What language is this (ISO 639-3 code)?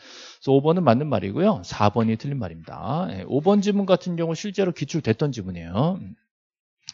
kor